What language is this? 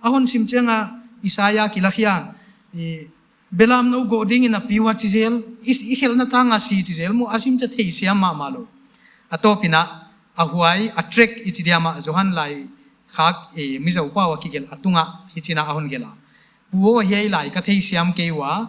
Paite Chin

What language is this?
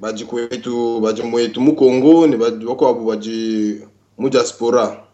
Luba-Lulua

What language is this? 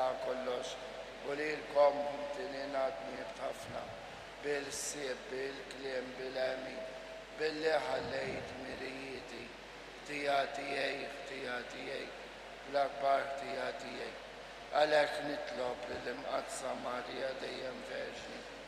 Maltese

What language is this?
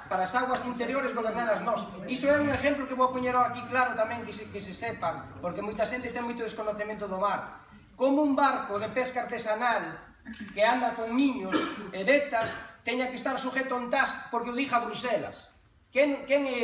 Galician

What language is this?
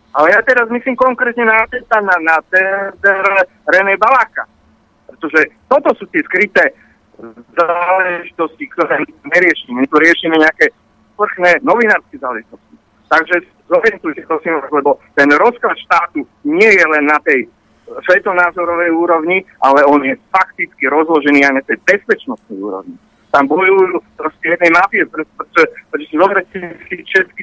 Slovak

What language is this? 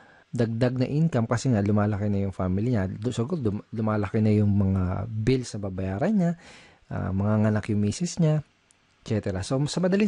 Filipino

